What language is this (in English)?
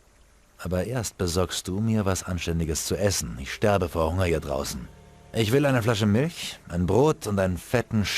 Bavarian